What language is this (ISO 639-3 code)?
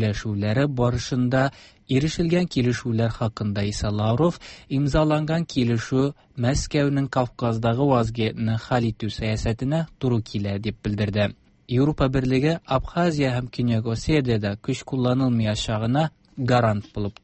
tat